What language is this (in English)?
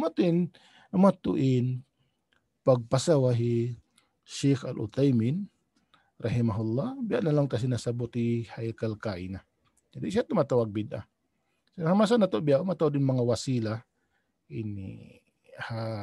Tausug